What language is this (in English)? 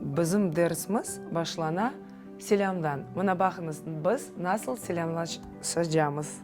Crimean Tatar